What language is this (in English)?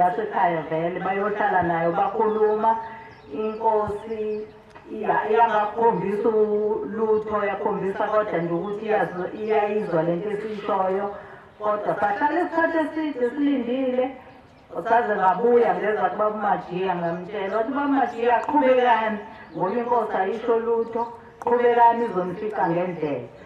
Zulu